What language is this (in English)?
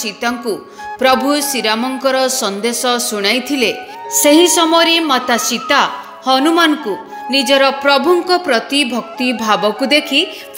Odia